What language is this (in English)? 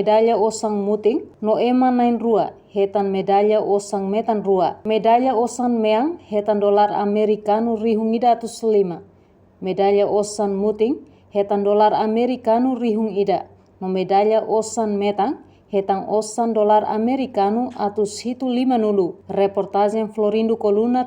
Tetum